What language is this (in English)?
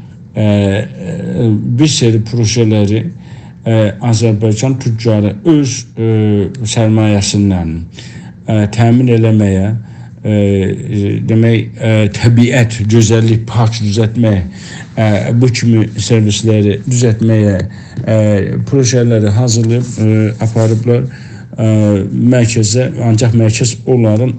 South Azerbaijani